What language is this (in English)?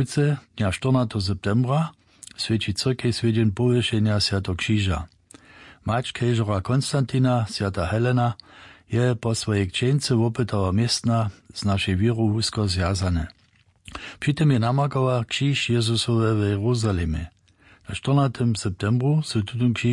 Upper Sorbian